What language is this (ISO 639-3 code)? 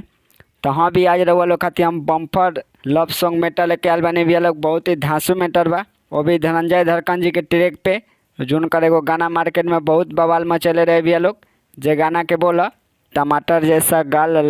bho